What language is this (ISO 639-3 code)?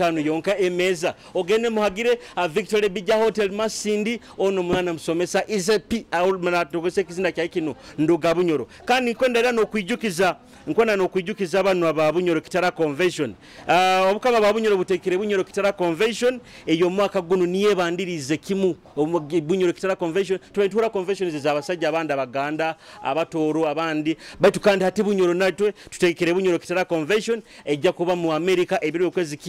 nyo